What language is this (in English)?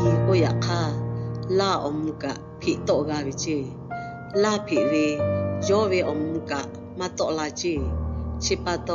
Lahu